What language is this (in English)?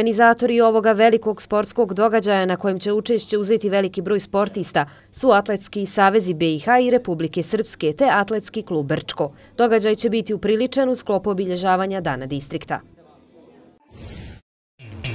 Bosnian